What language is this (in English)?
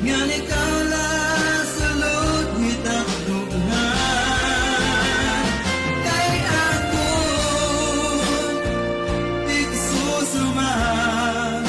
Waray